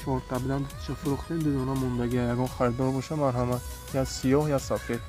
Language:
Tajik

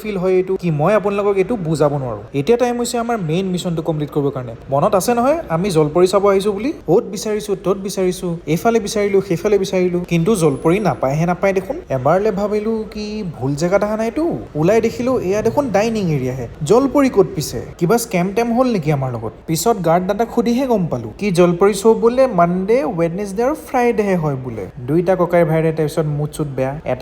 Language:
Assamese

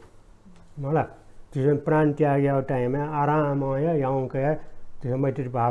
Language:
Newari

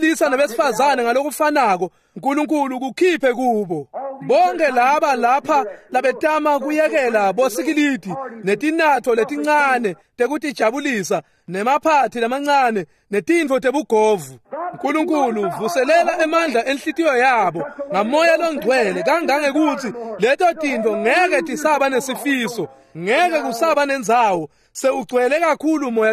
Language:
Swati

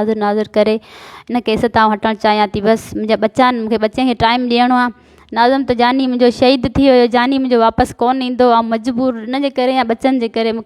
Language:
Sindhi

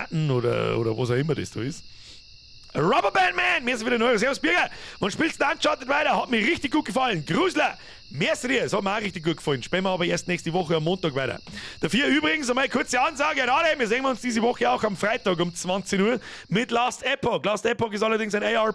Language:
Bavarian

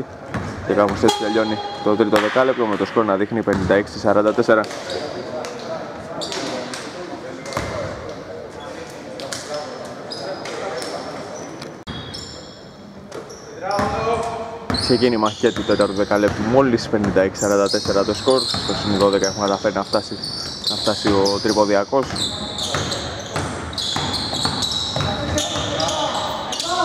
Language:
Greek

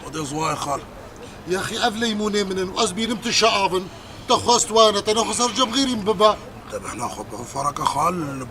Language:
Kurdish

